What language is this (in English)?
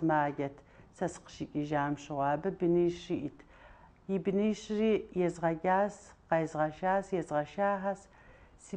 Kabardian